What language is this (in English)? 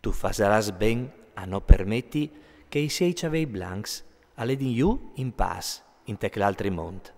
Friulian